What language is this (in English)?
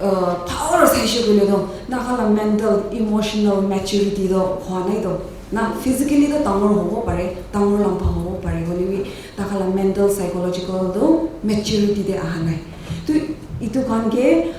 Naga Pidgin